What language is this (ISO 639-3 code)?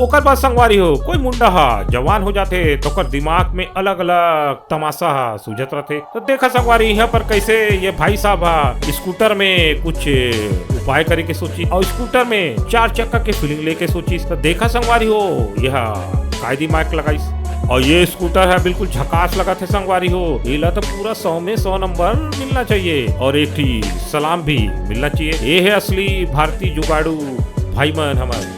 hne